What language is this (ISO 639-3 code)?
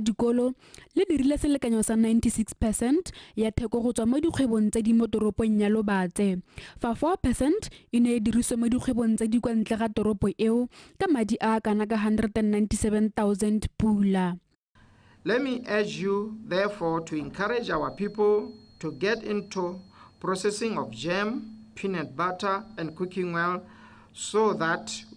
tsn